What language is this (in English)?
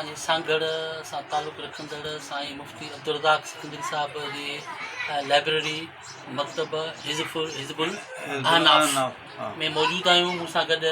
Sindhi